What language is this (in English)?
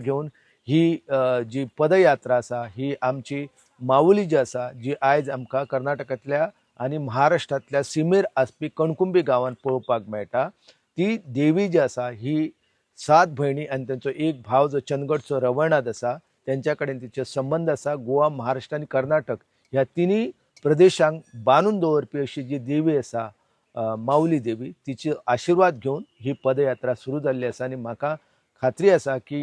Konkani